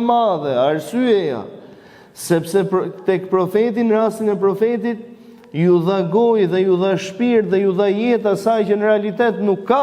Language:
Albanian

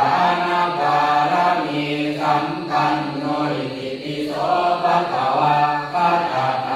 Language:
Pali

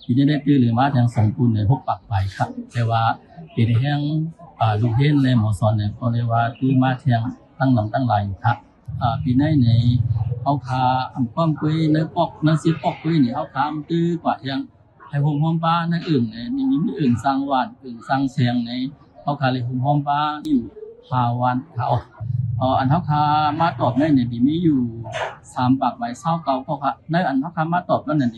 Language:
Shan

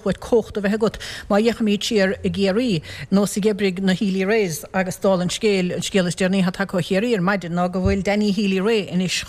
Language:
Irish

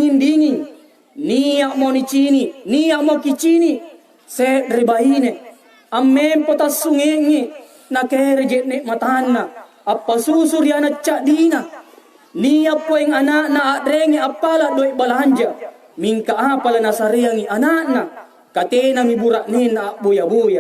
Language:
Makasar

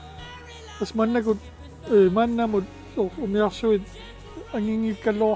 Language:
Kalaallisut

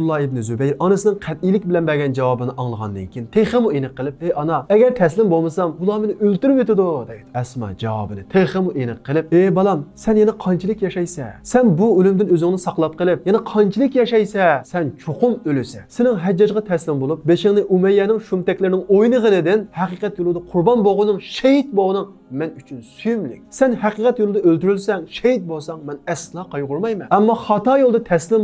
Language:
Uyghur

